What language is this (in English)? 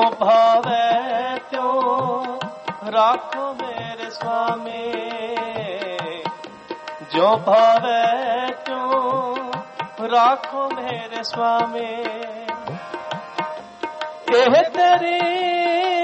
Punjabi